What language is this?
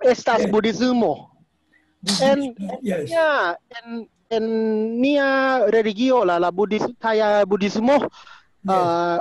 Esperanto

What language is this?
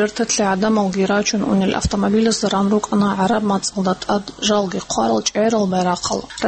Avaric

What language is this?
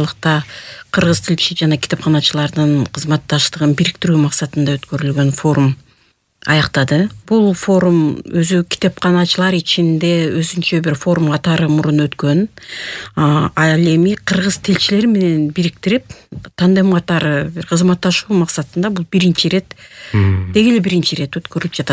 Kyrgyz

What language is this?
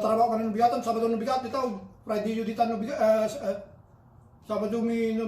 Iloko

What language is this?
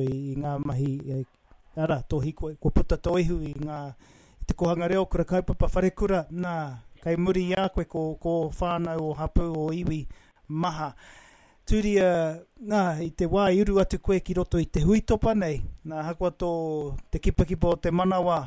Māori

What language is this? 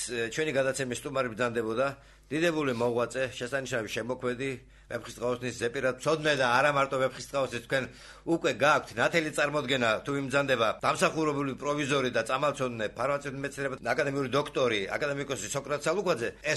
Georgian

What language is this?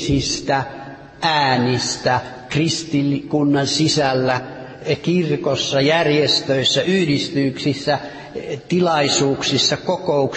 Finnish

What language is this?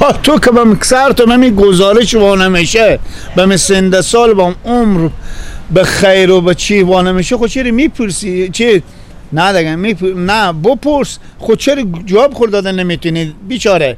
Persian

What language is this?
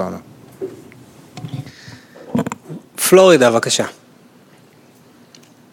Hebrew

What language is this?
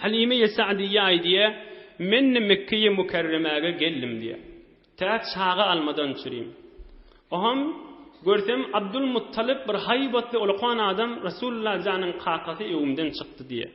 Turkmen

